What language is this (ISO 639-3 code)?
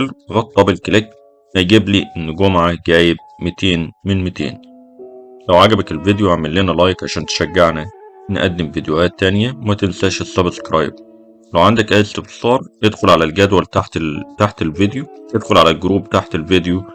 arz